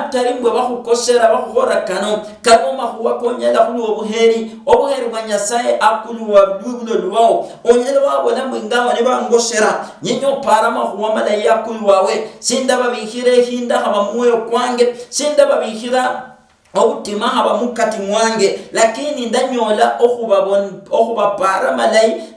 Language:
Luyia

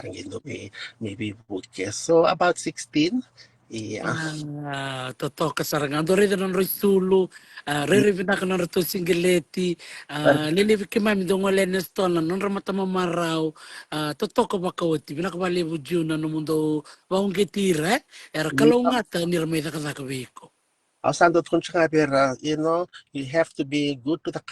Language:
Fijian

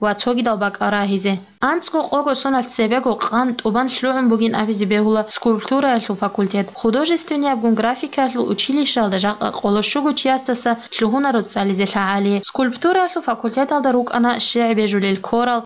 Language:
Avaric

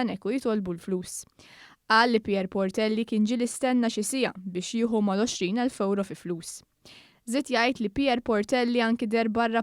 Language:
Maltese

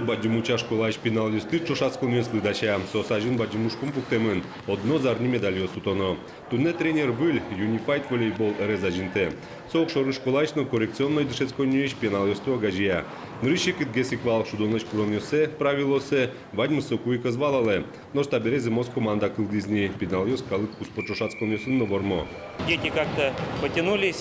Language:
Udmurt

